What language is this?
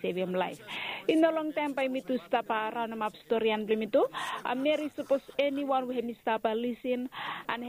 Bislama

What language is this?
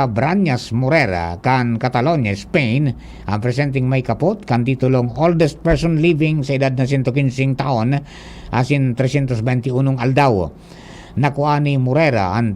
Bikol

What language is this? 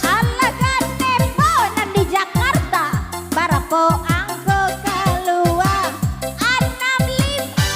Minangkabau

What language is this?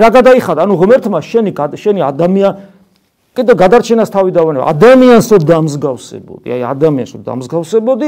Georgian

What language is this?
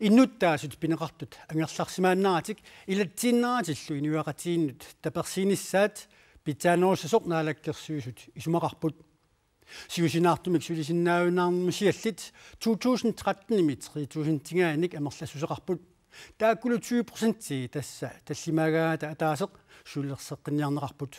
Kalaallisut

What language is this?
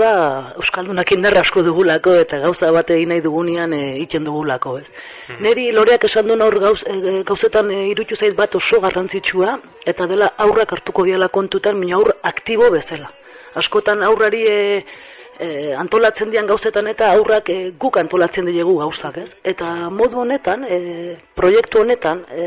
Basque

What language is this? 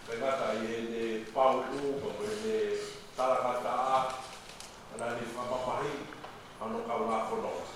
Tongan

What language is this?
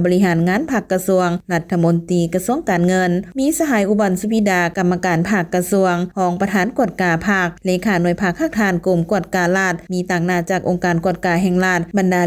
Lao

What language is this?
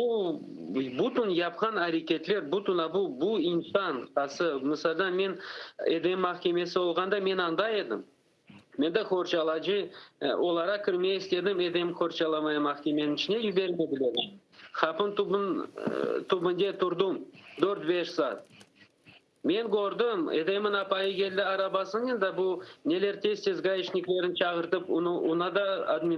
Crimean Tatar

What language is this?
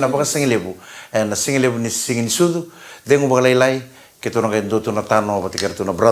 Fijian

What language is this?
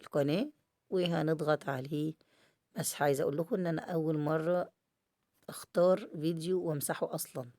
Egyptian Arabic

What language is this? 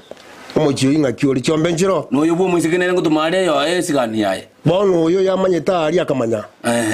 Gusii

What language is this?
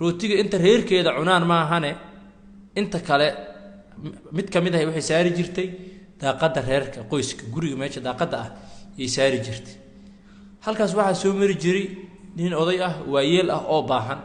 Somali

